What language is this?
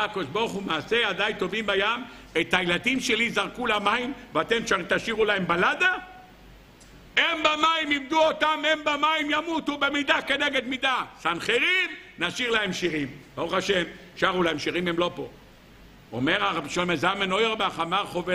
Hebrew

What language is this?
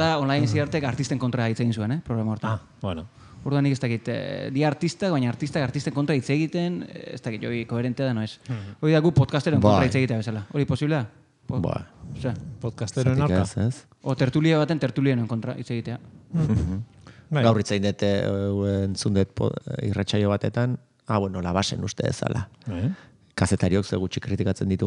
Basque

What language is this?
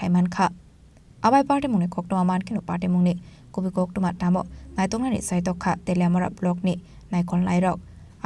Kok Borok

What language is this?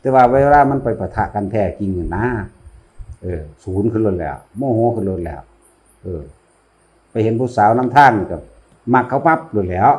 Northeastern Thai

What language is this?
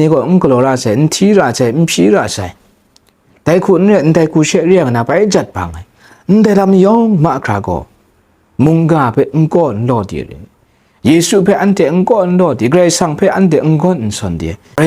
Kachin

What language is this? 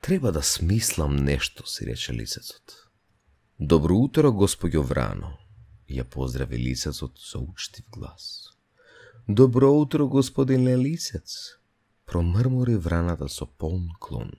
Macedonian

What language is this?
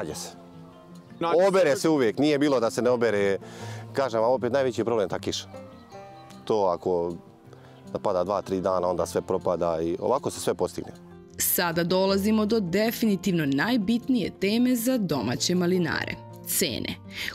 Serbian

